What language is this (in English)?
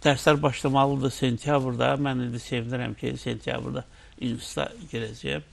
Azerbaijani